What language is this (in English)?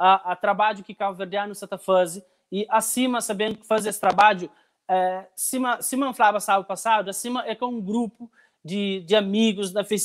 Kabuverdianu